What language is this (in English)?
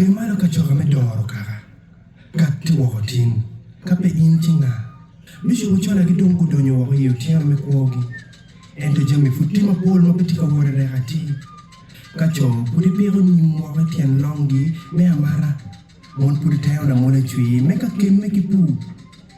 Acoli